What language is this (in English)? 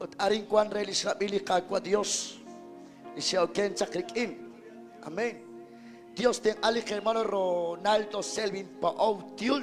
Kekchí